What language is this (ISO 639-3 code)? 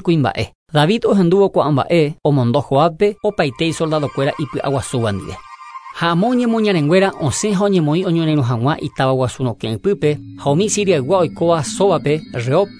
grn